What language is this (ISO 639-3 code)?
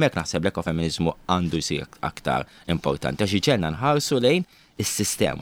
mlt